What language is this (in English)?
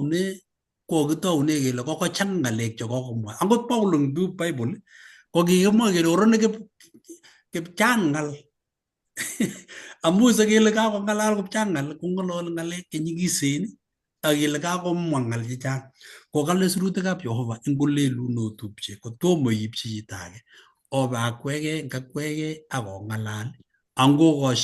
Kalenjin